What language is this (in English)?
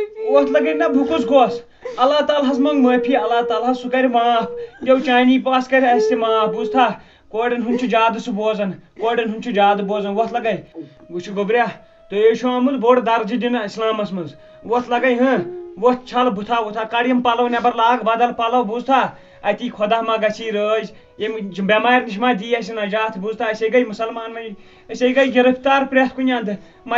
Kashmiri